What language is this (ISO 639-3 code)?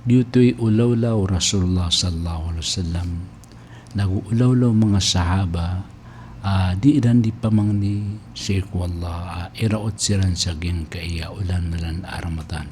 mrw